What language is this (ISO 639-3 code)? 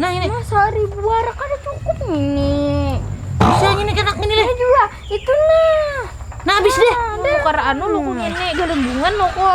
bjn